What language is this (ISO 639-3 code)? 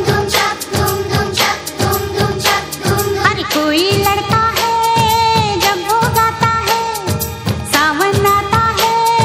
hin